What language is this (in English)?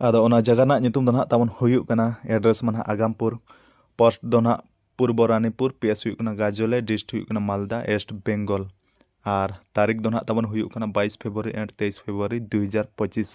Santali